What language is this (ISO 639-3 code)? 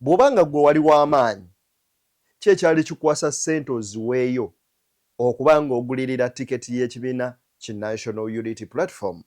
lug